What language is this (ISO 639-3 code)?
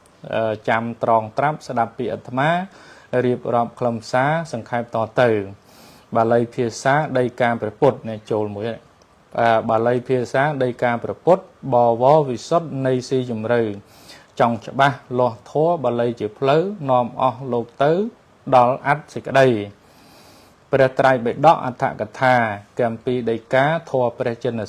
khm